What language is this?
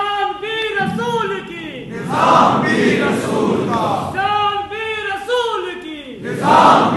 Urdu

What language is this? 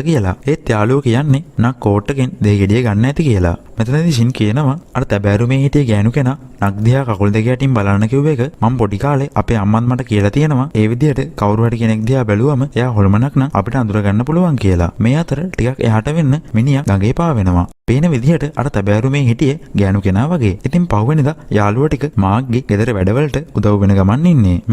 Sinhala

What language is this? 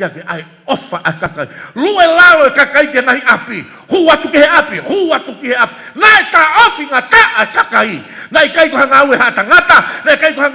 Tongan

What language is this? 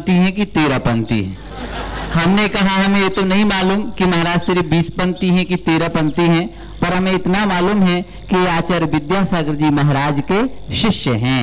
Hindi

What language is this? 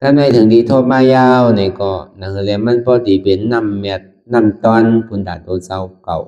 Shan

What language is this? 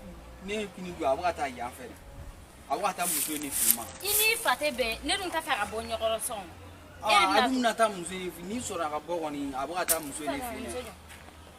Bambara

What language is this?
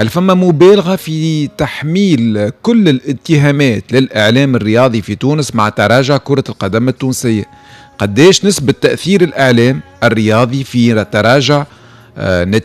Tunisian Arabic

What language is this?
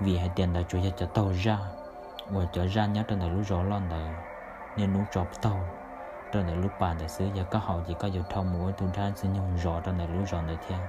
Hmong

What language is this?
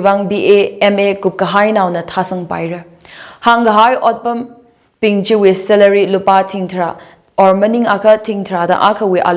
Tangkhul Naga (India)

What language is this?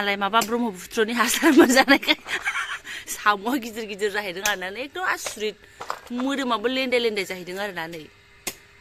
Bodo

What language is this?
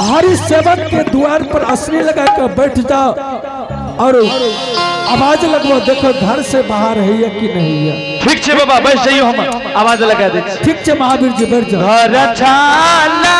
Angika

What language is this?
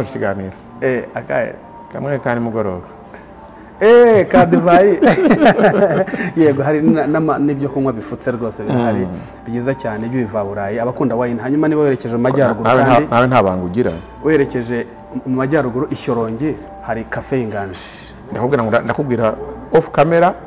Kinyarwanda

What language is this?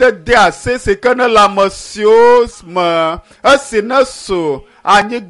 Ewe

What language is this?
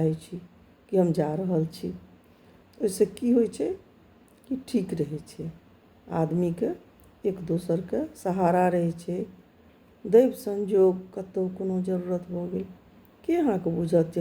Maithili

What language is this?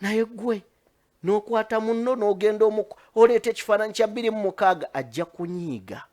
Ganda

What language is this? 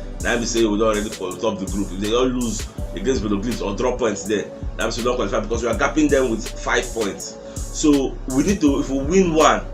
Nigerian Pidgin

